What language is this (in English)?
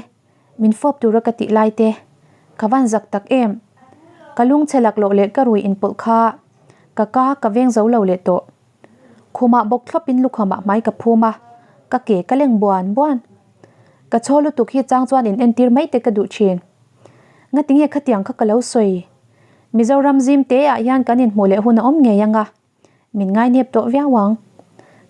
Mizo